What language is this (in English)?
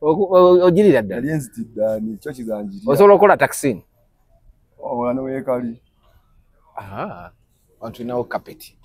Ganda